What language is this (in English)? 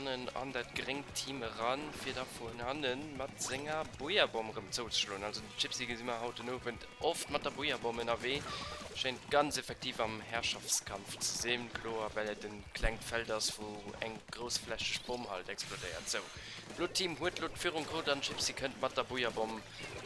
Luxembourgish